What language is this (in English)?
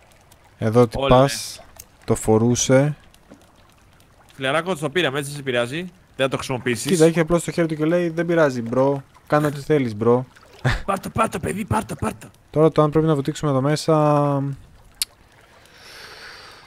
Greek